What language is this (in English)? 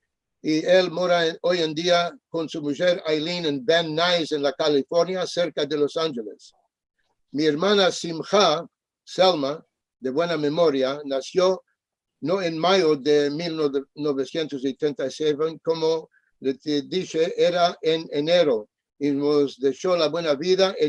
Ladino